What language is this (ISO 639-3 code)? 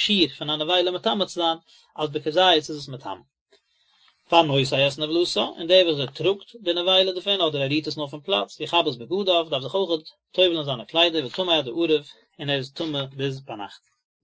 yid